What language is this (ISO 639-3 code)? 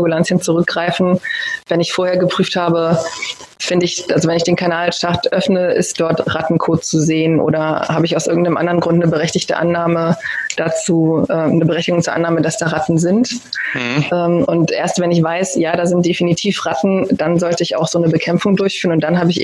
deu